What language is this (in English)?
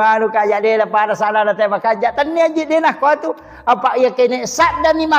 Buginese